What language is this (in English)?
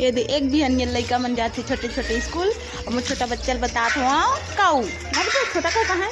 Chhattisgarhi